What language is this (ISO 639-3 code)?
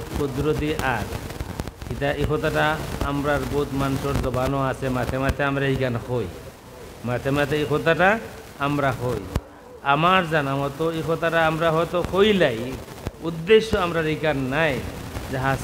syl